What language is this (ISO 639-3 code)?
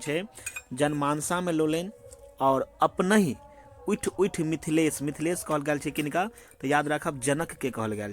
mai